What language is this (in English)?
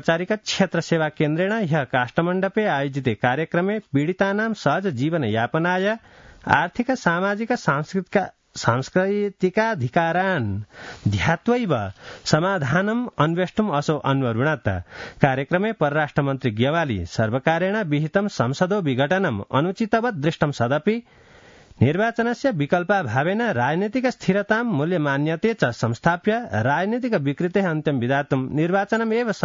Sanskrit